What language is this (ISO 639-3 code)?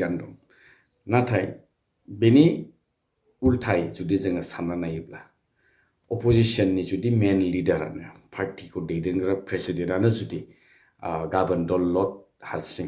brx